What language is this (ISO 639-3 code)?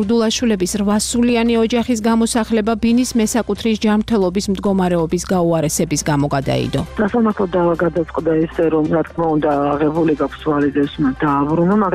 kat